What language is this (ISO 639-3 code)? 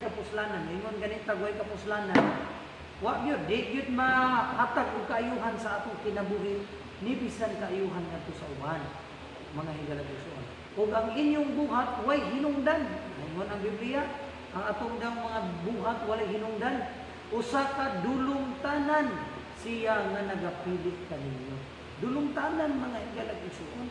ceb